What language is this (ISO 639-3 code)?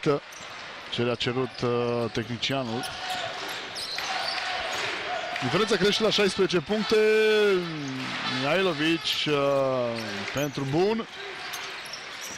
ron